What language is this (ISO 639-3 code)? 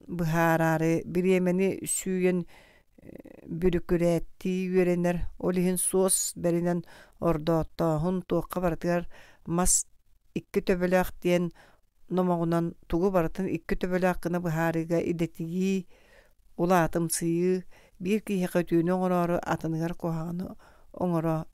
sah